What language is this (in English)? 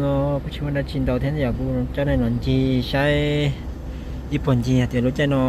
Hmong